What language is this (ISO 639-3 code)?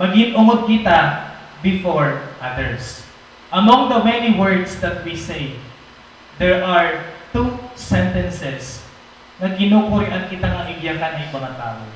war